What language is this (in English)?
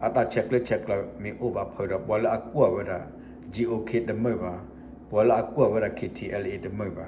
S'gaw Karen